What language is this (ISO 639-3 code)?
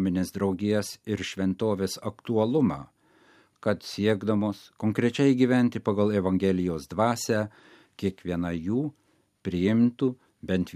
lit